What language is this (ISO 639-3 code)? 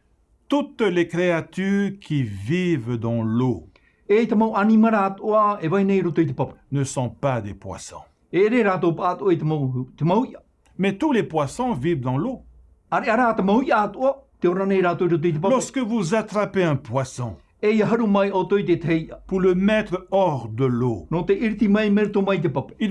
tah